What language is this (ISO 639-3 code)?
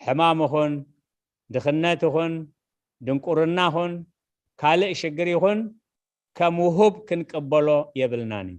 tir